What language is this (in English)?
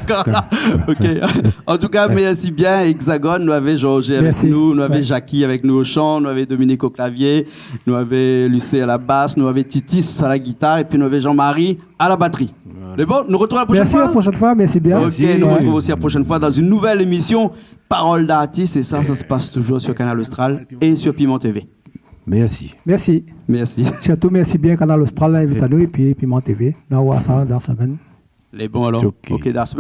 Réunion Creole French